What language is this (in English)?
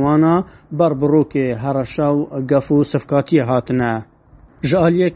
Kurdish